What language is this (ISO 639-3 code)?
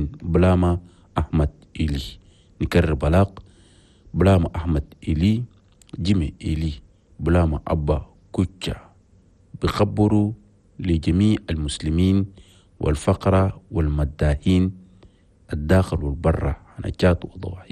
shu